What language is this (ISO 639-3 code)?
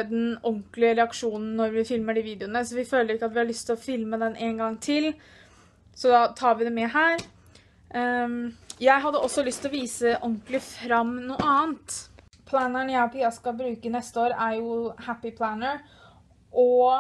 nor